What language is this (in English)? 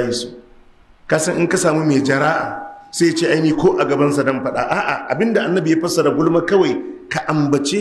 Hausa